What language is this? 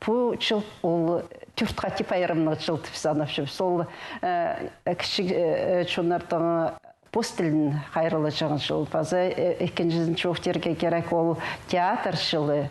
Khakas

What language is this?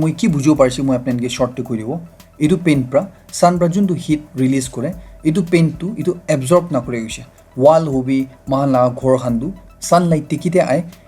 Naga Pidgin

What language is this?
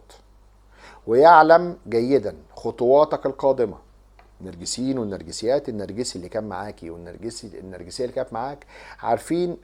Egyptian Arabic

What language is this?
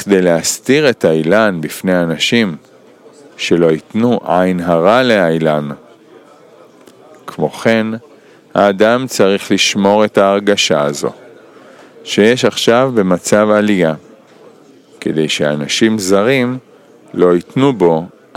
Hebrew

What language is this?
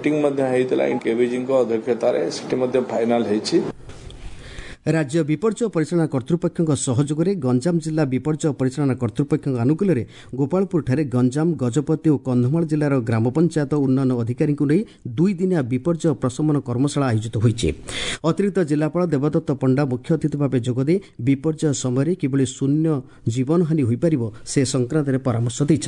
Odia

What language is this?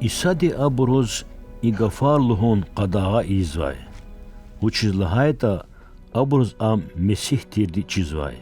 Lezghian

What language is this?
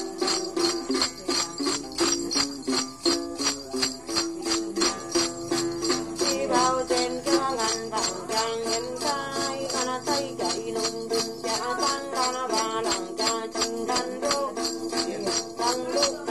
Vietnamese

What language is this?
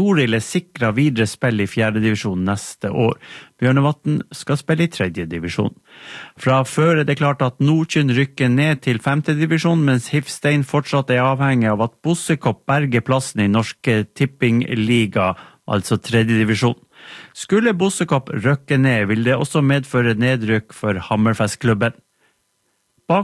Norwegian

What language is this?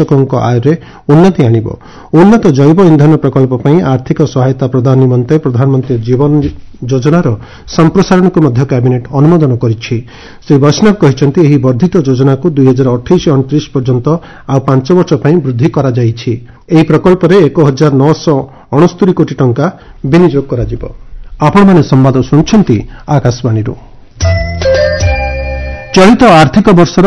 Odia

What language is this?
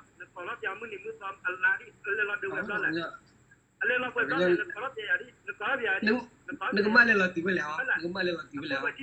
S'gaw Karen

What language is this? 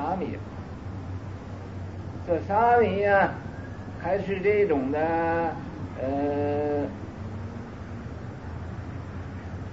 Chinese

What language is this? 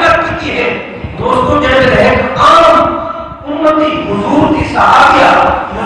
Saraiki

